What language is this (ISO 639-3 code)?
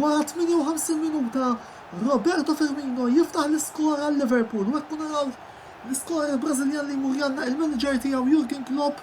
mlt